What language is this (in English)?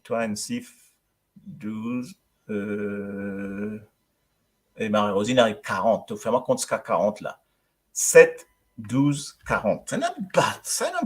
Morisyen